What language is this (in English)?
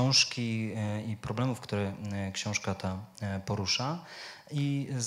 Polish